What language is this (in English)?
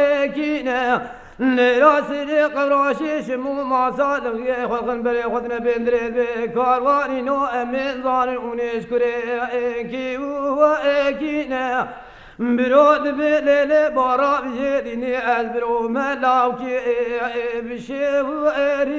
Kurdish